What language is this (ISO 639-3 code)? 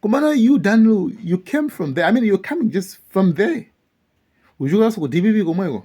nya